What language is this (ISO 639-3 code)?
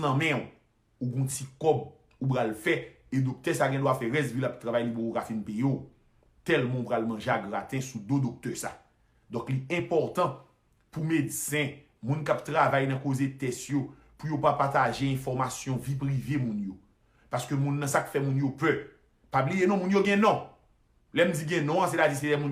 hat